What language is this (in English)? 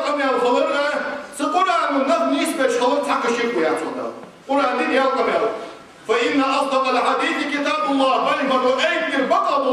Ingush